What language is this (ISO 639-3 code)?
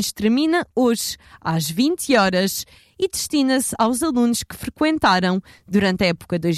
por